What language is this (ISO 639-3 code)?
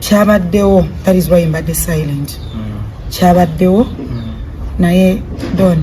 lug